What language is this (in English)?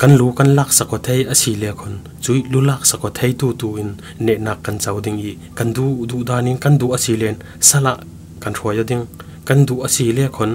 Falam Chin